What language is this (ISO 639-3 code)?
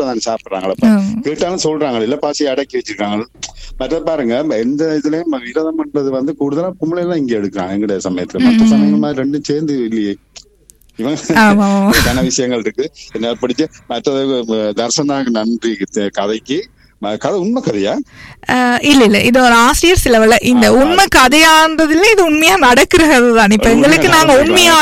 tam